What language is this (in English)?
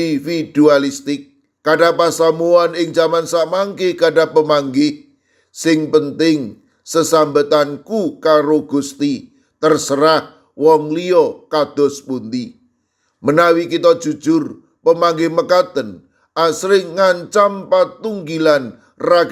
Javanese